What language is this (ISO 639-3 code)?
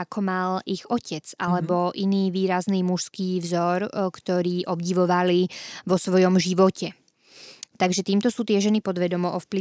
slk